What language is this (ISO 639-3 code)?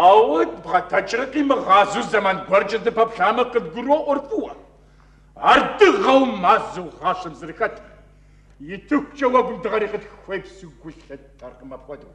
kbd